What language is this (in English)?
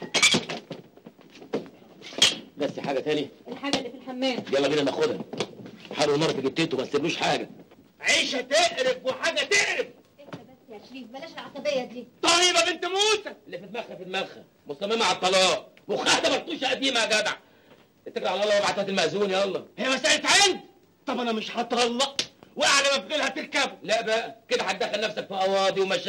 Egyptian Arabic